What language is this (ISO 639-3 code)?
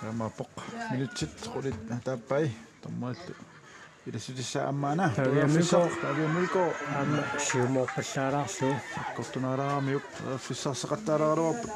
kal